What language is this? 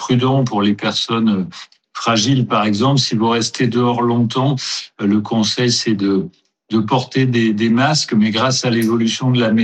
French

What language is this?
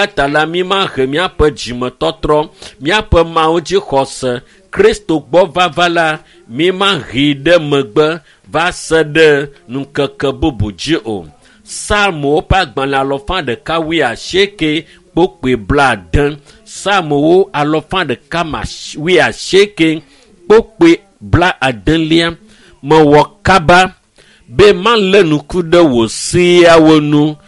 Ewe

